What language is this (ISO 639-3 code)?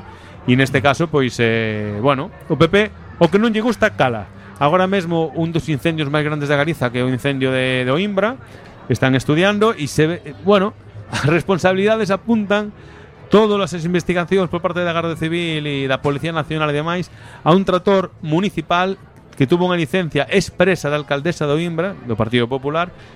glg